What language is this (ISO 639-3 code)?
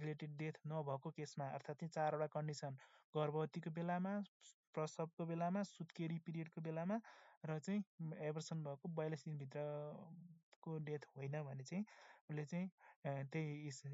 nep